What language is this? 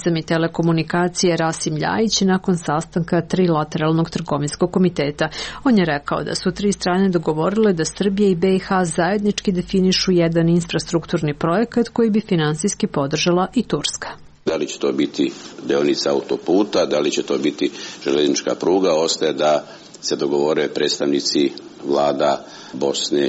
Serbian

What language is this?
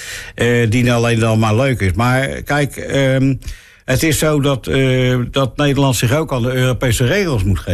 Dutch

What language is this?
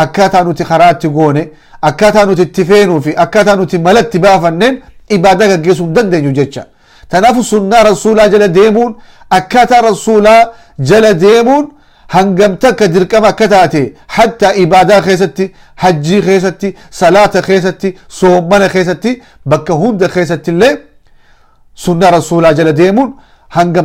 Oromo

